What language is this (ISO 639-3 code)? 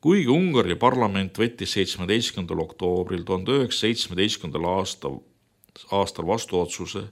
est